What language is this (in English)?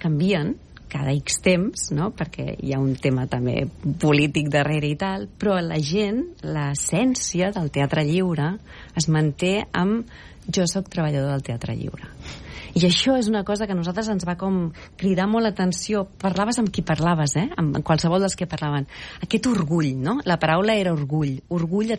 Catalan